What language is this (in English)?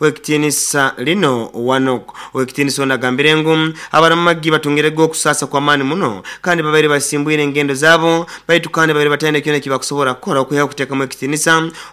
Nyoro